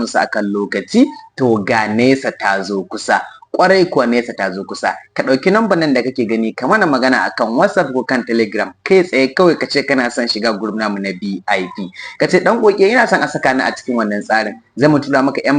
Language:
Hausa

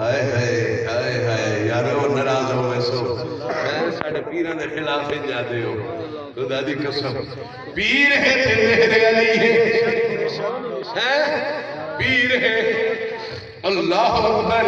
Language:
Saraiki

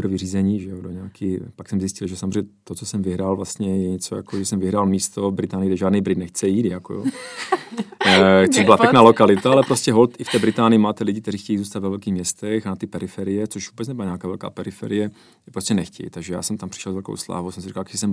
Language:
Czech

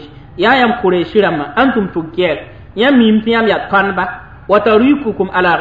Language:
Mossi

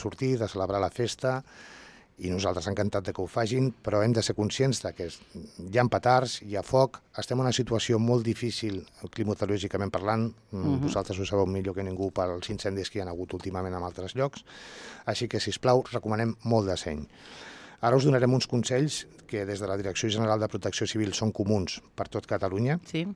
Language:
Catalan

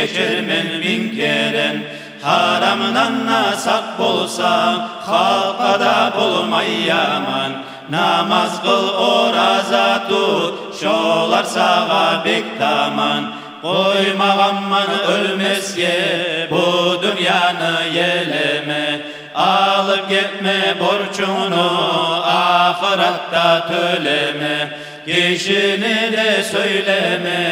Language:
Kumyk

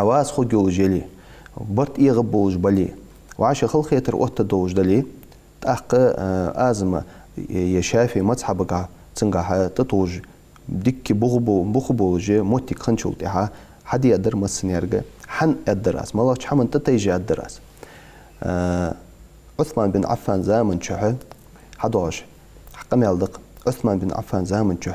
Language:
Ingush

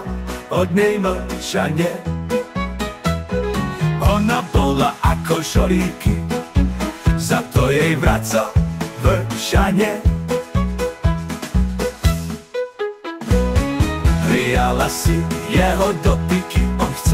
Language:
Slovak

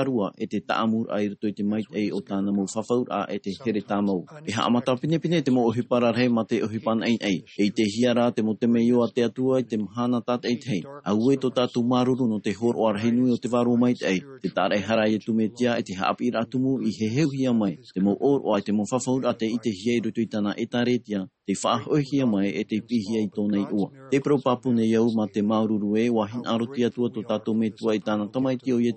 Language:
Tahitian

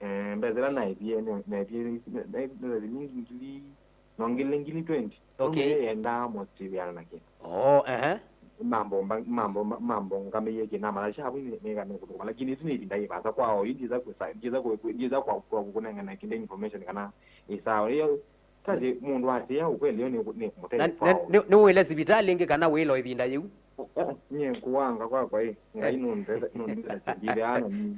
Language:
Kamba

